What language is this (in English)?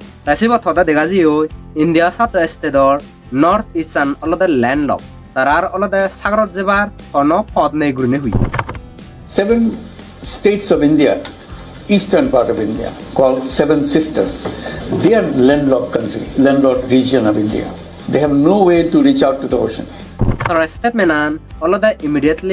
Chakma